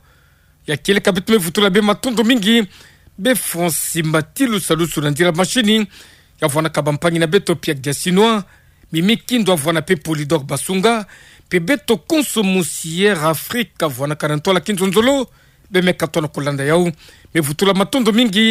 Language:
Kituba (Democratic Republic of Congo)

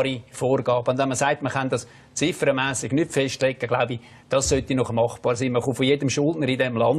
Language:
Swiss German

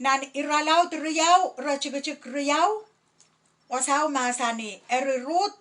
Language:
Pohnpeian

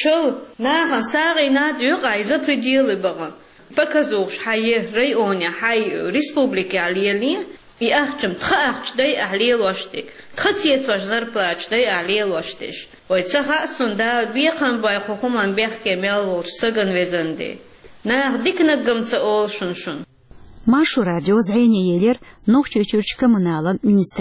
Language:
Chechen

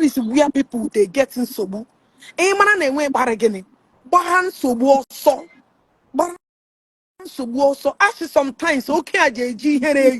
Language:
Igbo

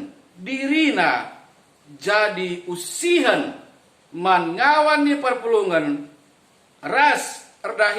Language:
Batak Karo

